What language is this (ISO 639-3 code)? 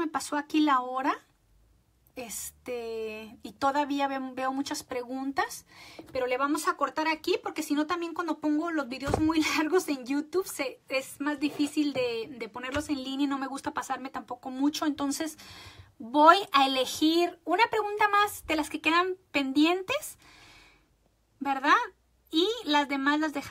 spa